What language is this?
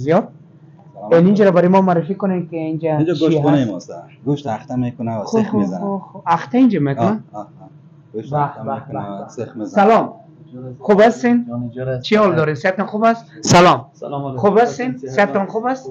Persian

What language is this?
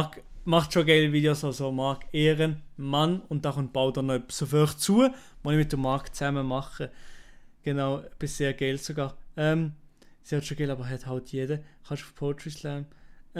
Swiss German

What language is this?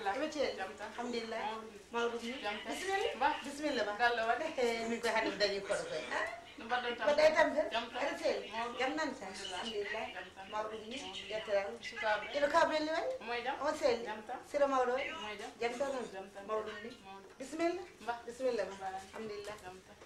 Fula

